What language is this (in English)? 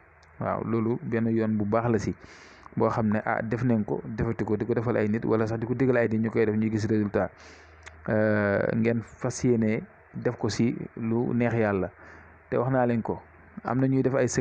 Wolof